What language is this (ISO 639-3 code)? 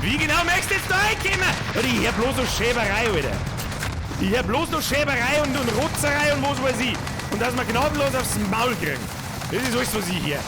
bar